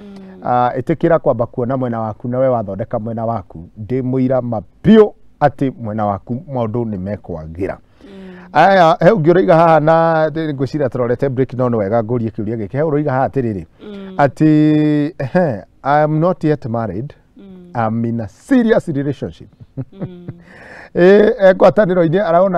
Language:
Kikuyu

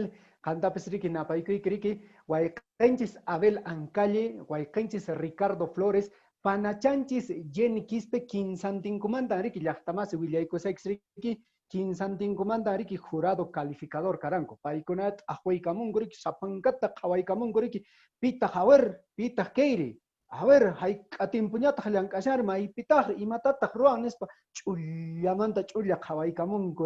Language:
Quechua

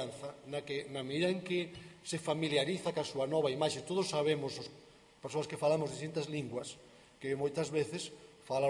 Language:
Galician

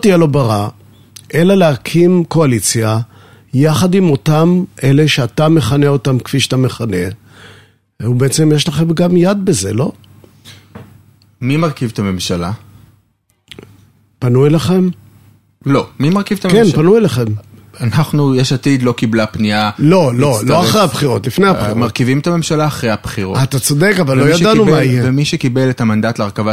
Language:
Hebrew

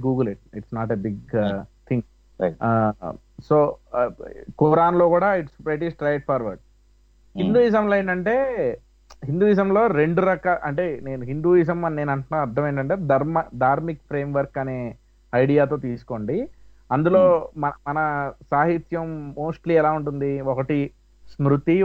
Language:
Telugu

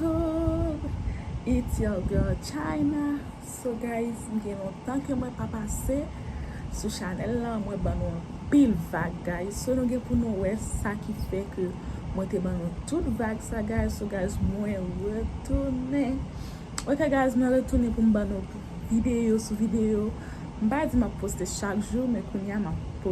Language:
Haitian Creole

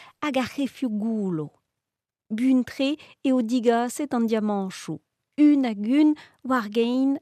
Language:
Breton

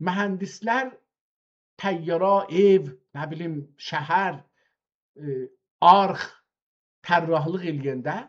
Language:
South Azerbaijani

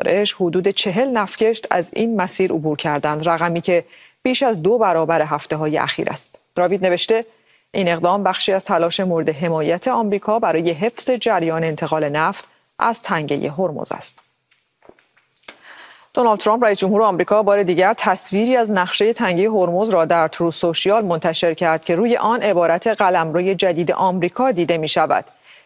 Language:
Persian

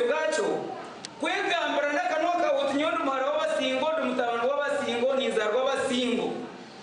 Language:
Nyankole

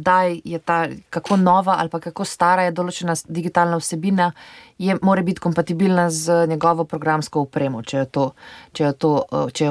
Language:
Slovenian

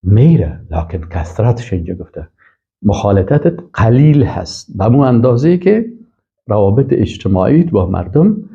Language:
Persian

